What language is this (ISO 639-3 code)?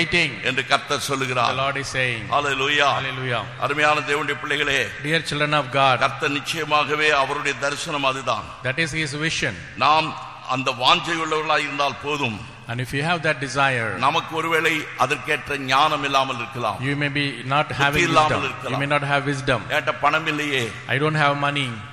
tam